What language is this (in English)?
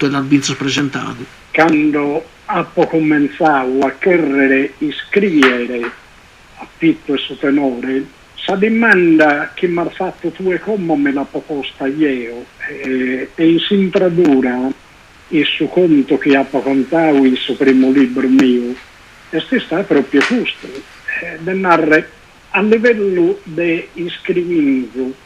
Sardinian